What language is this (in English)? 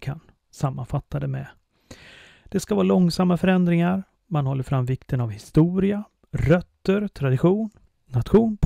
Swedish